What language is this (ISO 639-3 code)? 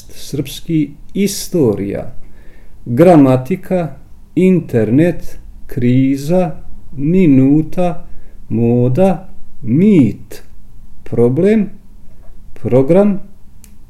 srp